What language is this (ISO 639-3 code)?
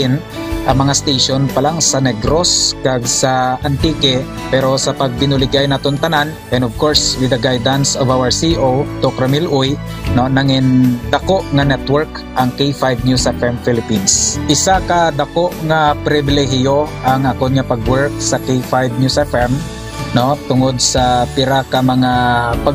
hil